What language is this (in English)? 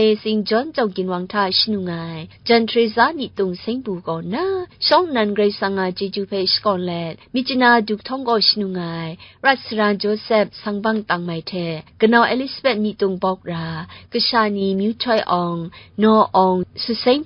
Kachin